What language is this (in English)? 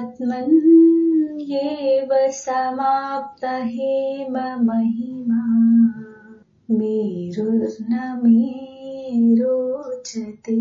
Sanskrit